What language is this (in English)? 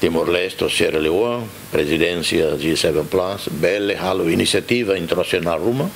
Tetum